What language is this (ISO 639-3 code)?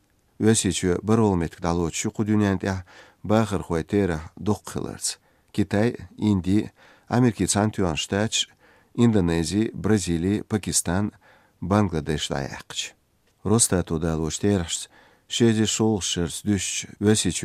che